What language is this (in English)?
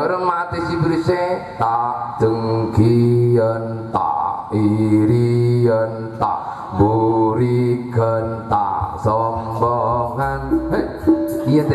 Madurese